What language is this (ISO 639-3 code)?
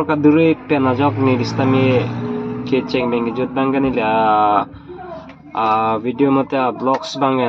mjw